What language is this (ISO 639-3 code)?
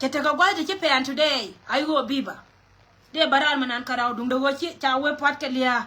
nus